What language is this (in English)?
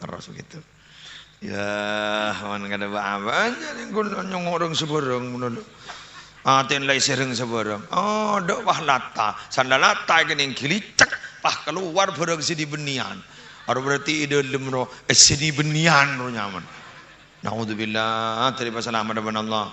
Madurese